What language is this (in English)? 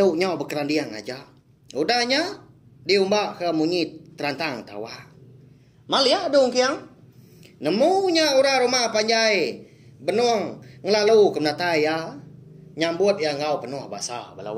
Iban